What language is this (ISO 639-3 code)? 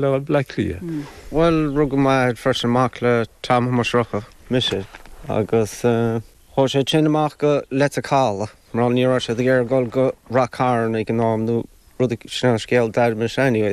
gle